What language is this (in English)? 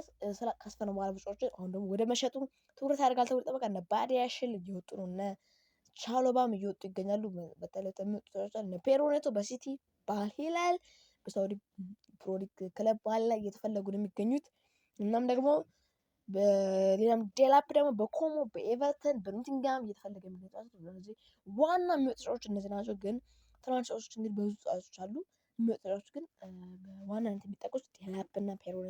Amharic